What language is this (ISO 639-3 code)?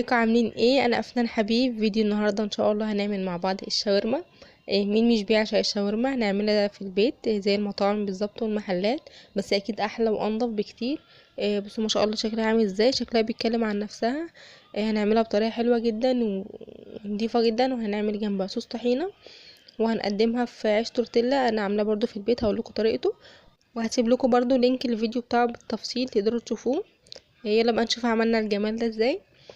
arz